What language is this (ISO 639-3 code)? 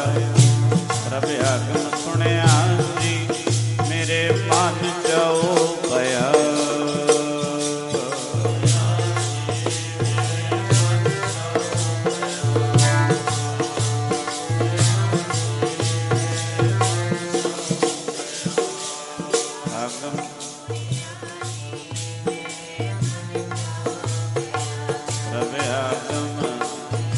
pan